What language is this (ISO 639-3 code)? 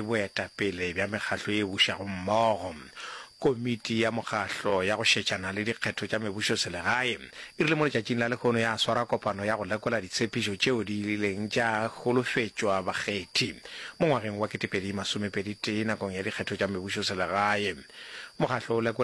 nso